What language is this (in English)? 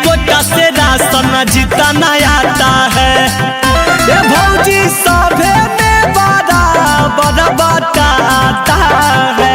Magahi